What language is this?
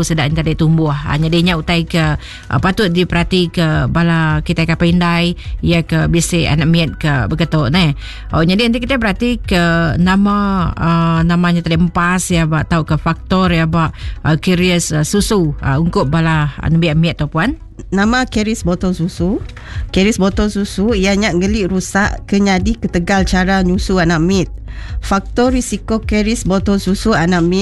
Iban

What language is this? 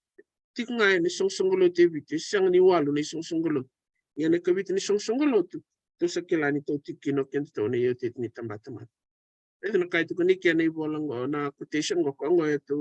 Fijian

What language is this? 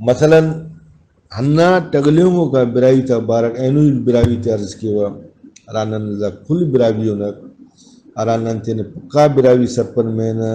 Brahui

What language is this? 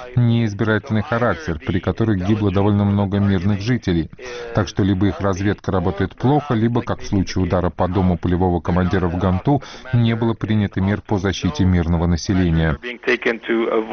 Russian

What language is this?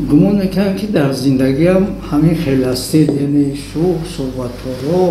Tajik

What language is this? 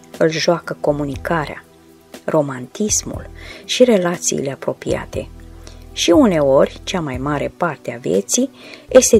Romanian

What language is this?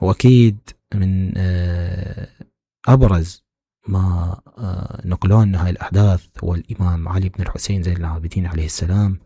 Mesopotamian Arabic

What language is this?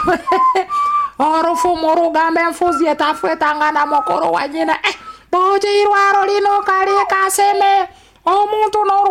Nyoro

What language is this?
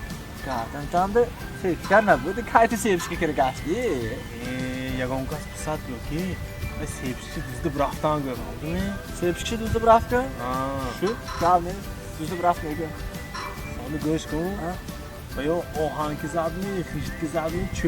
Tajik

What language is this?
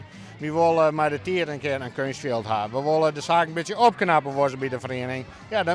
Western Frisian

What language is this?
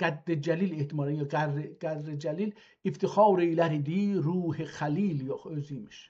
South Azerbaijani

